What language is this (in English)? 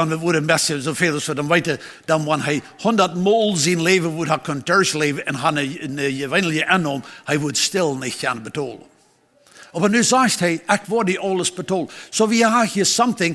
Plautdietsch